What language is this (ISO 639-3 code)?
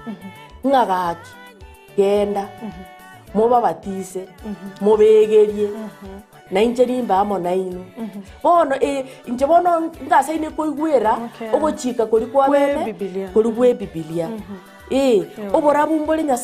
guz